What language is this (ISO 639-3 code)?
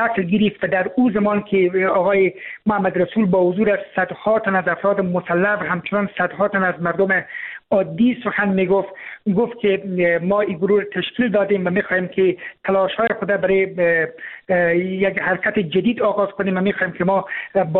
fas